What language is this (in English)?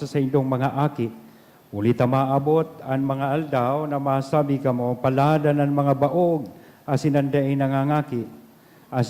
Bikol